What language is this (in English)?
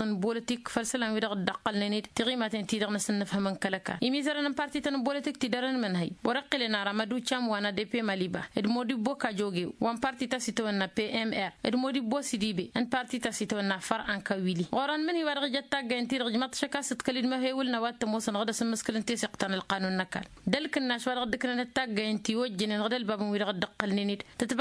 Tamasheq